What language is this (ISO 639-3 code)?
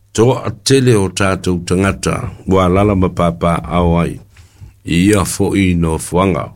smo